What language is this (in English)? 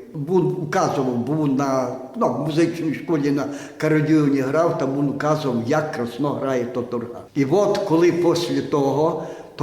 Rusyn